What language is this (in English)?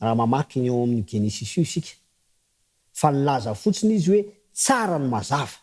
Malagasy